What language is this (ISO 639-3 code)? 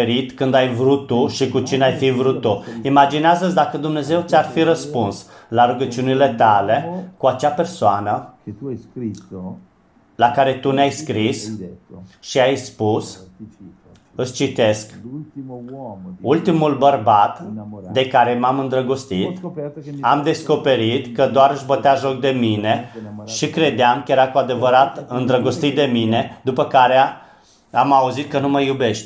ron